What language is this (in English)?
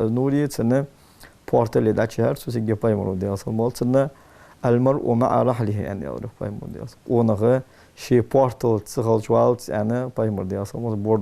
Ingush